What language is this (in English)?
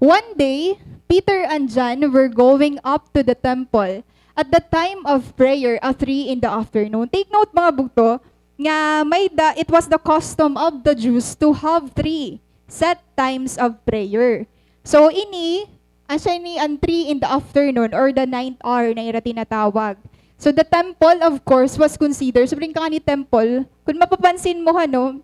Waray